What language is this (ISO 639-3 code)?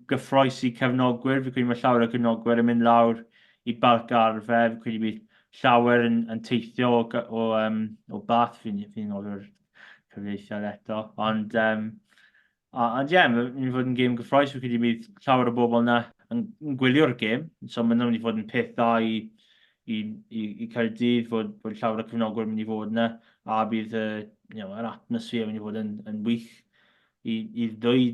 cym